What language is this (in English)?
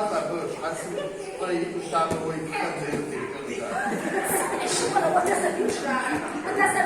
Kabardian